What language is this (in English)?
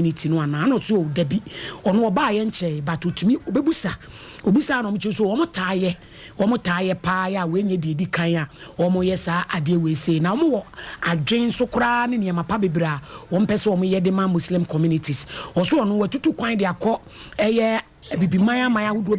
Akan